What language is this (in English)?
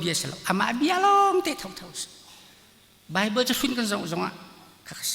Hakha Chin